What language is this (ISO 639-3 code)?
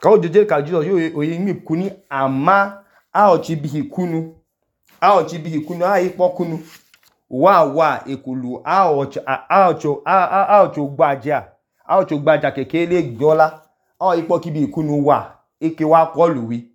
idu